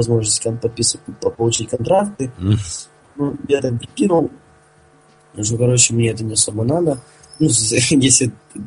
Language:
Russian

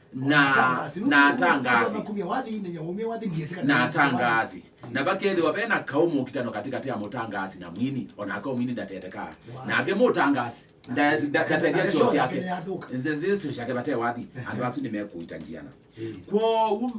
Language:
Kamba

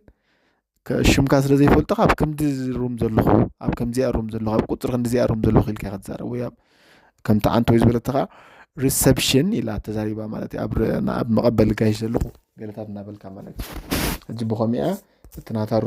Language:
Tigrinya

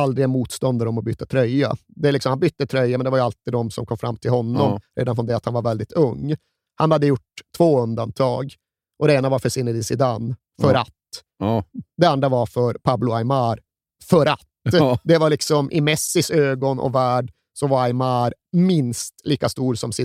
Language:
Swedish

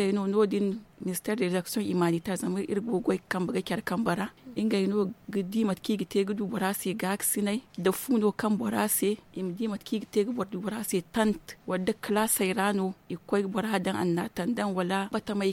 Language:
Zarma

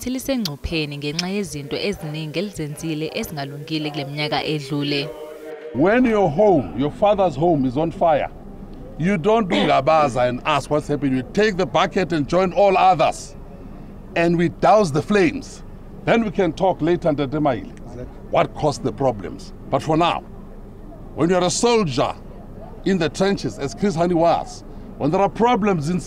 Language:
Zulu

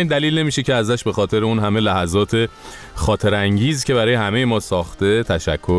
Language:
Persian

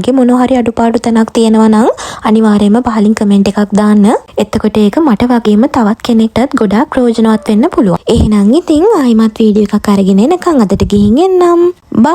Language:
Sinhala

